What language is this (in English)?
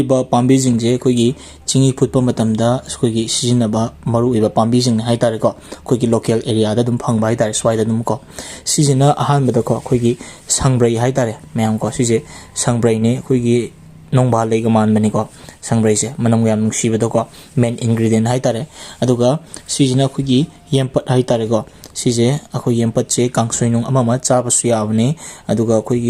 Manipuri